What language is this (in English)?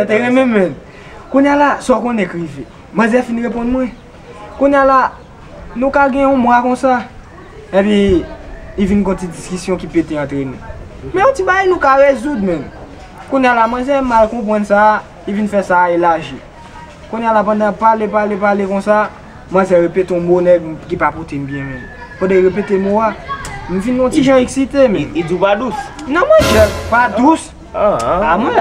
Haitian Creole